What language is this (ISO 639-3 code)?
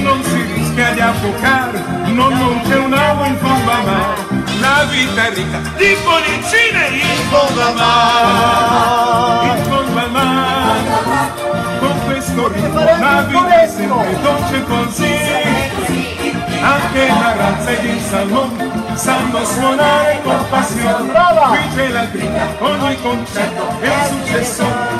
ita